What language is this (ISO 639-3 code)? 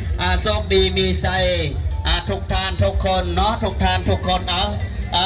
lao